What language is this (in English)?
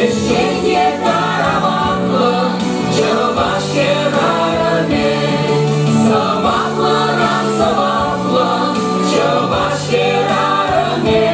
Chuvash